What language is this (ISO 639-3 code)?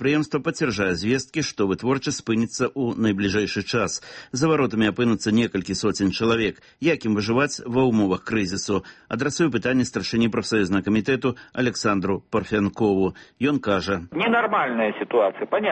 bel